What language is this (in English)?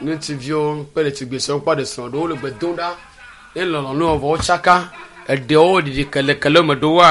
Ewe